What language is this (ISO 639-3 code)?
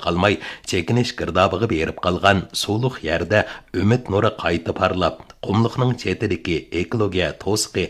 uig